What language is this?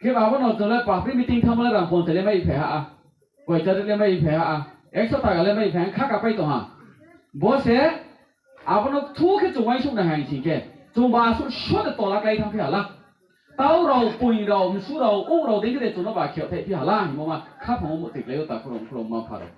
Riang (India)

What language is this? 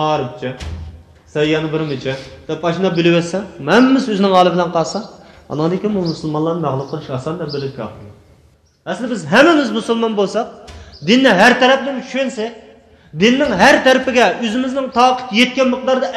Uyghur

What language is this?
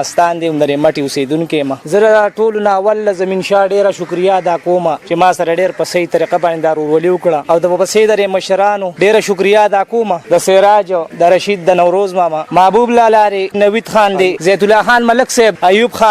Pashto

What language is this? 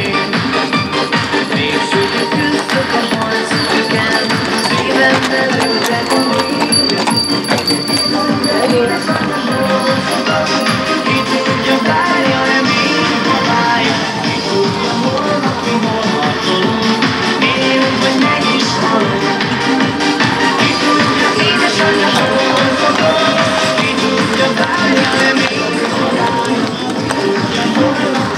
Hungarian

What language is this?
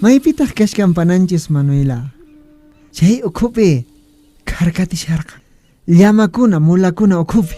Quechua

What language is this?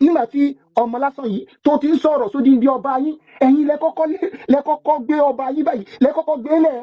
Yoruba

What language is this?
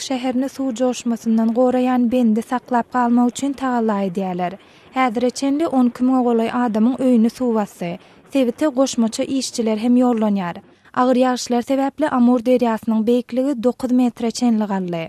Turkmen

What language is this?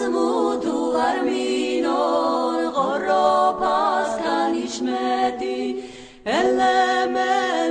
Laz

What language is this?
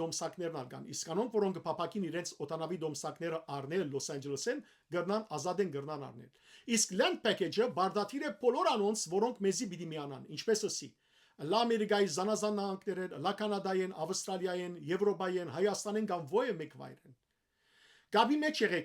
Western Armenian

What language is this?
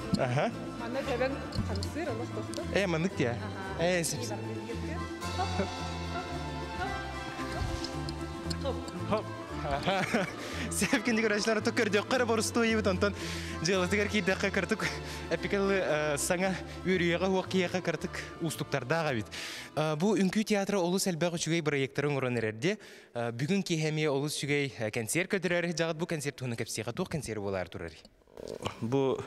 Yakut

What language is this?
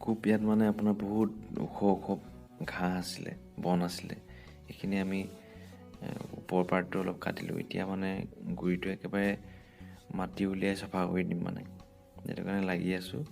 Assamese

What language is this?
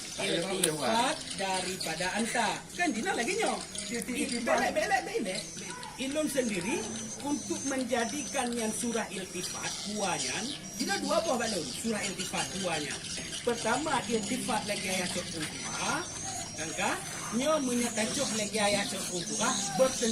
Achinese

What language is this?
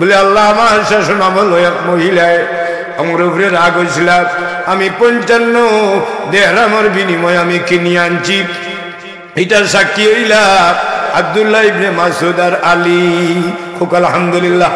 Sylheti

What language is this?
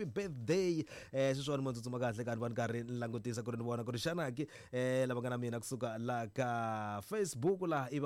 Tsonga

